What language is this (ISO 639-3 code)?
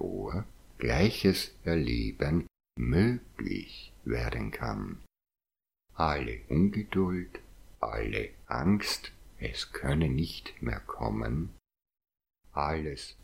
deu